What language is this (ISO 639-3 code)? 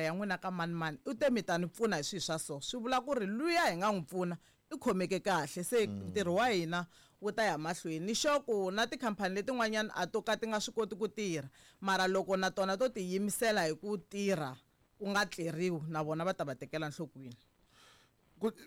tso